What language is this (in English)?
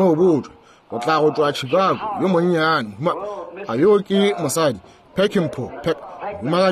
Northern Sotho